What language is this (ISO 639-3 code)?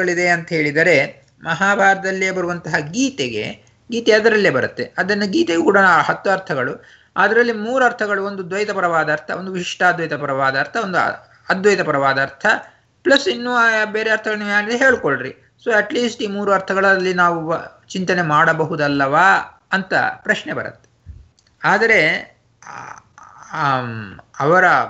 kan